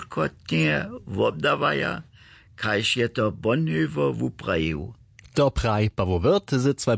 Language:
Upper Sorbian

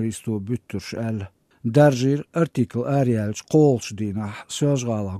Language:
Chechen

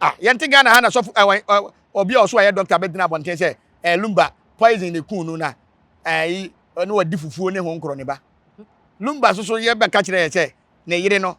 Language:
Akan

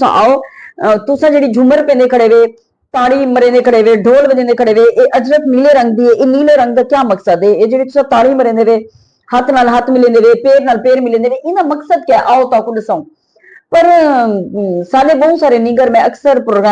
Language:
Saraiki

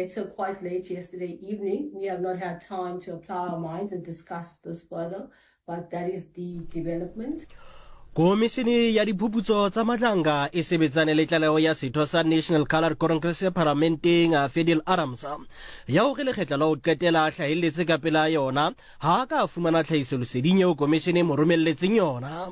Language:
Southern Sotho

